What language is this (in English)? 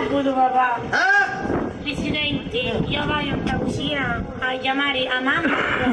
Sicilian